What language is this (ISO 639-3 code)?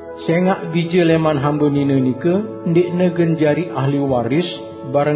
sas